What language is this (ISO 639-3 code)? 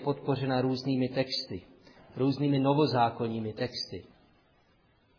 ces